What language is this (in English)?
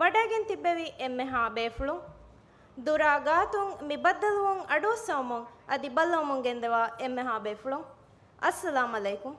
Divehi